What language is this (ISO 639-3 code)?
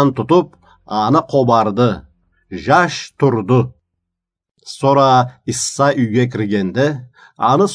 krc